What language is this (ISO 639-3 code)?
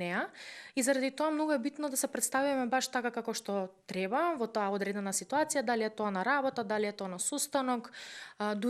mkd